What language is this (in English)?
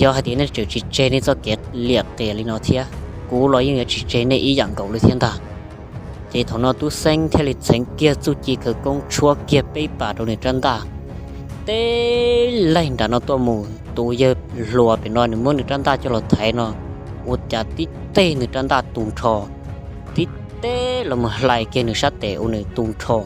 Hmong